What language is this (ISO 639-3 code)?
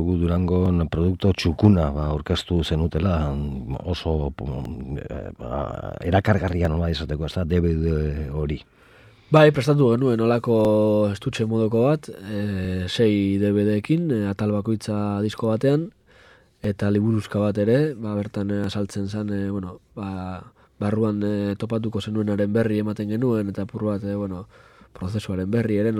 eus